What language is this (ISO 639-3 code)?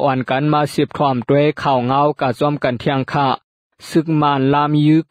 shn